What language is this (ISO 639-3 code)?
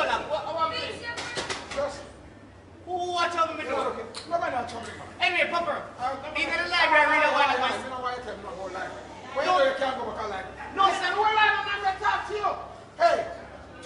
jam